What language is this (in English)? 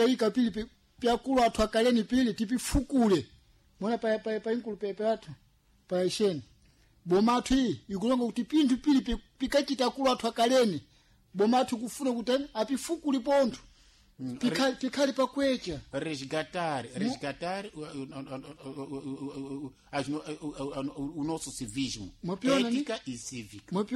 Sena